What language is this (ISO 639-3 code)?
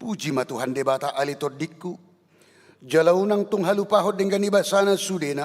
bbc